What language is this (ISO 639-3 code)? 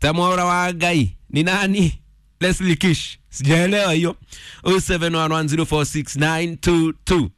kik